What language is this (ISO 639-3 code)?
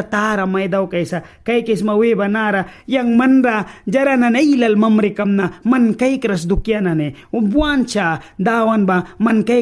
miq